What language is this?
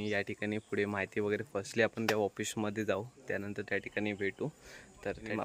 Marathi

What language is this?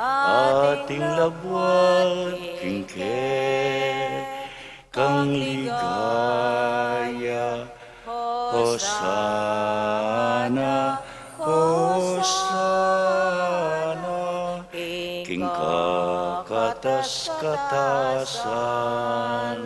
Pampanga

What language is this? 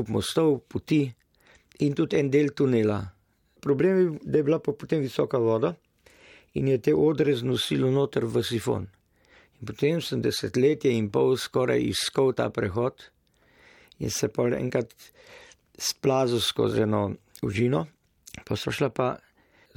Slovenian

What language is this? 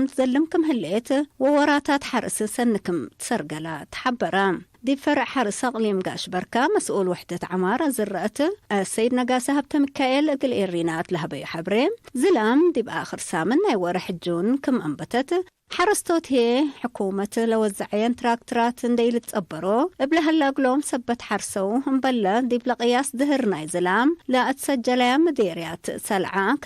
Tigre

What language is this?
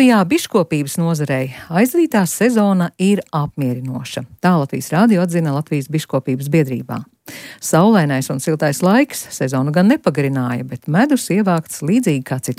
Latvian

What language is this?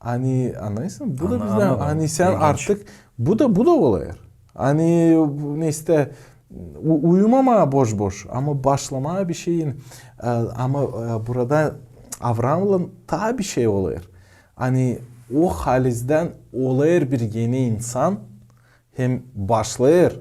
Gagauz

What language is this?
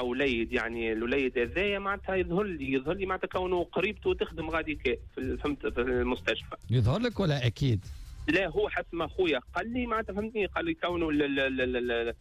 Tunisian Arabic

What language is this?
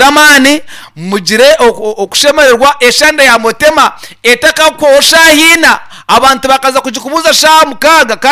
Nyankole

